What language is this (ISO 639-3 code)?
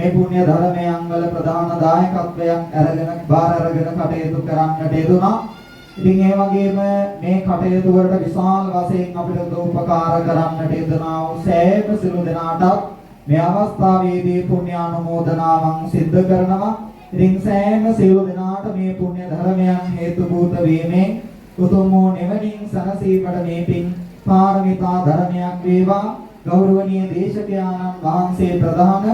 sin